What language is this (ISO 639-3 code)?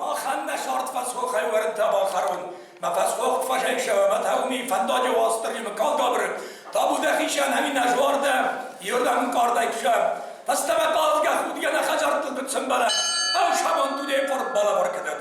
oss